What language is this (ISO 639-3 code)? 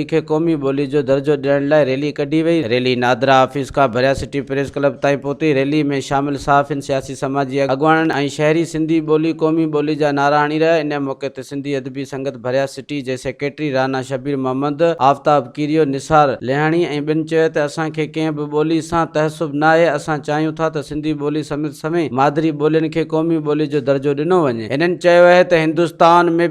snd